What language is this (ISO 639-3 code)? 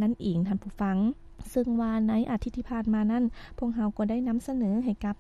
lao